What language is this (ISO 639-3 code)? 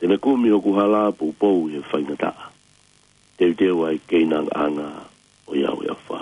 ton